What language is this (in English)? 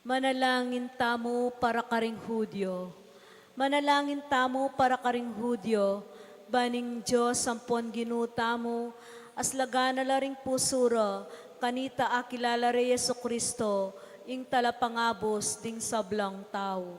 Pampanga